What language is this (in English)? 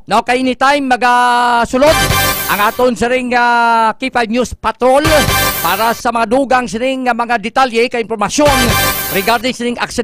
Hiligaynon